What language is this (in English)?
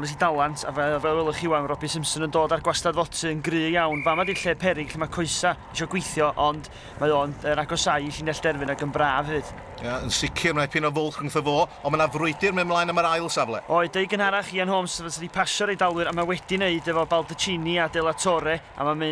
Welsh